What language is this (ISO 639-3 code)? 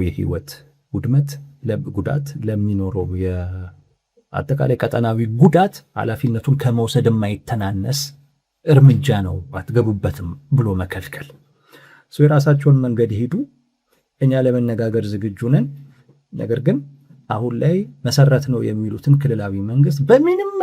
amh